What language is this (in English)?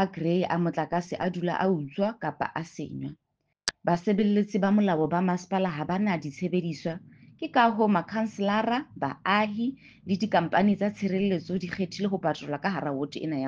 Southern Sotho